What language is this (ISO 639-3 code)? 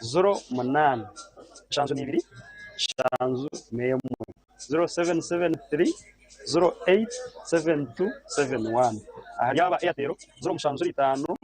nyn